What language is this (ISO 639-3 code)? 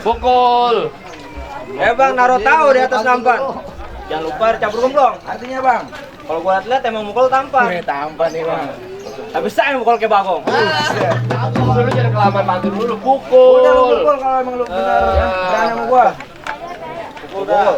bew